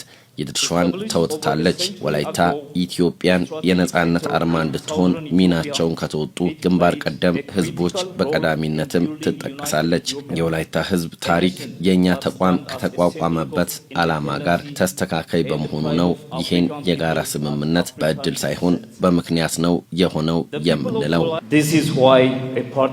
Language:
Amharic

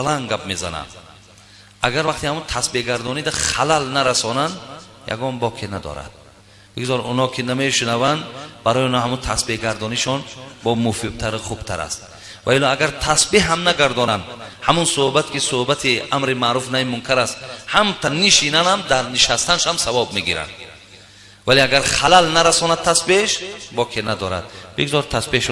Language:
Tajik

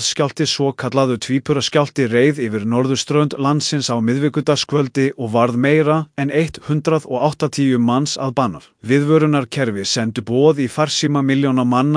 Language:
Icelandic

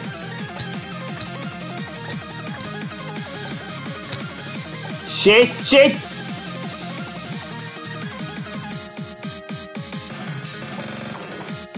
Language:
Hungarian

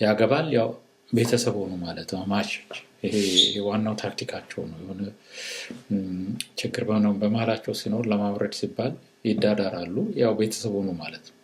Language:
Amharic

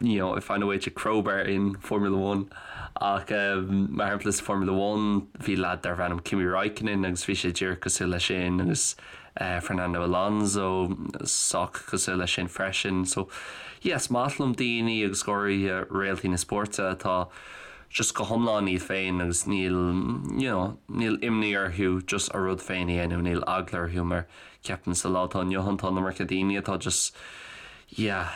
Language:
Irish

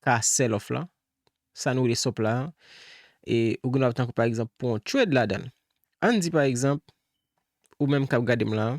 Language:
Haitian Creole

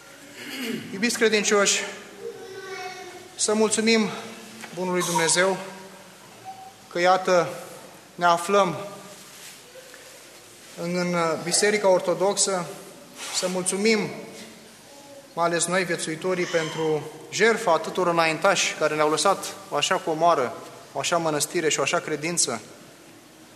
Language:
Romanian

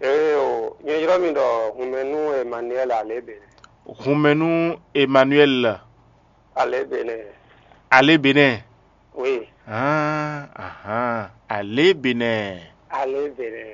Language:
Fon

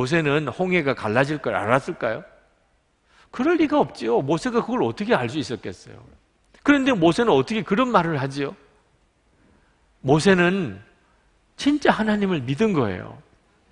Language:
Korean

